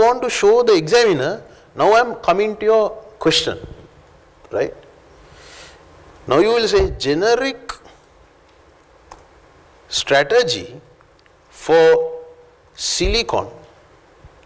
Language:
English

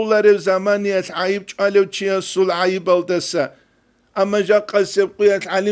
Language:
Avaric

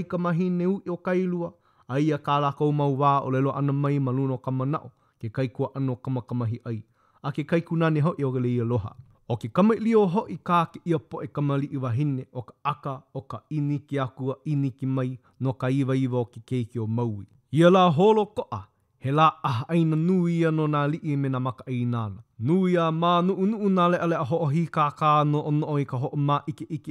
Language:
Hawaiian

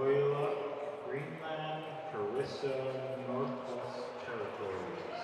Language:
Kalaallisut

